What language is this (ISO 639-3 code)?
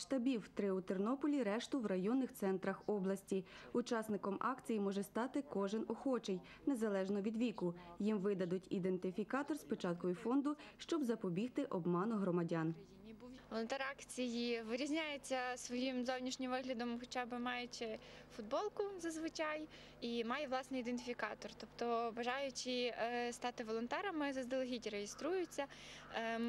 ukr